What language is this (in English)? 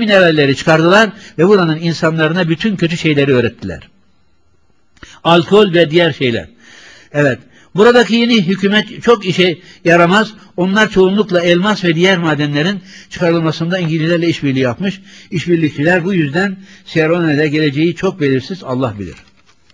Turkish